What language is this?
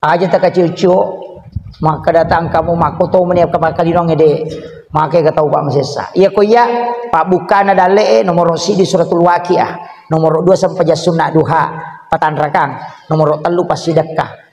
Buginese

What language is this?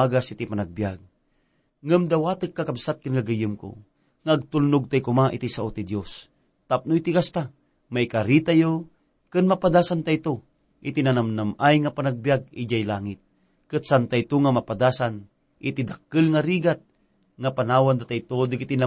Iloko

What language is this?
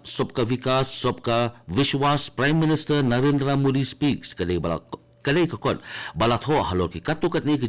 Khasi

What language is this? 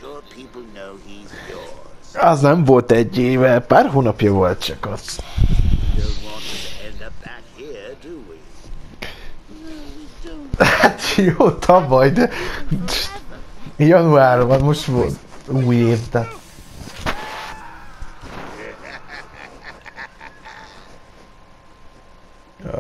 Hungarian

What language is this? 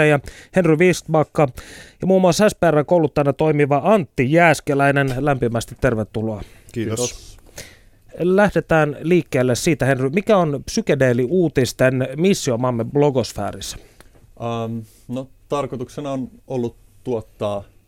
Finnish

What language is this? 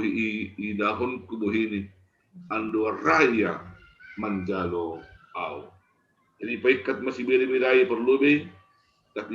Batak Simalungun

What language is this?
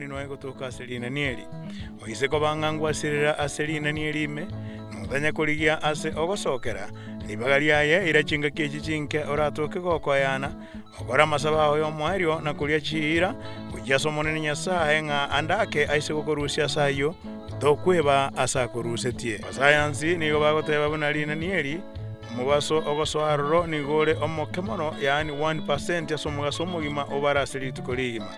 Gusii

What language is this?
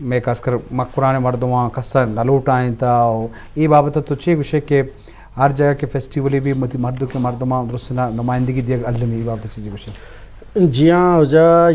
Eastern Balochi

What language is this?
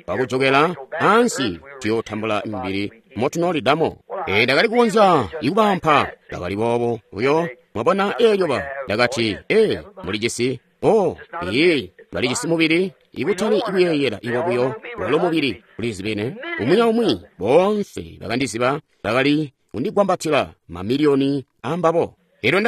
Tonga (Zambia)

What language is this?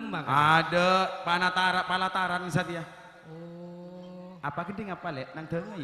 Madurese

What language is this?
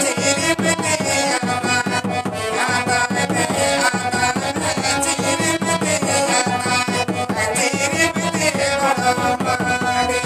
Santali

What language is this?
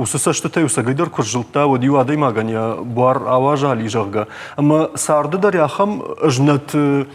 Ossetic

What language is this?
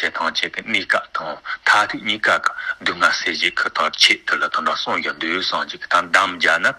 Tibetan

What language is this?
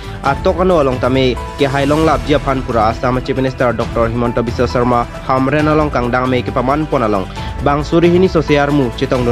Karbi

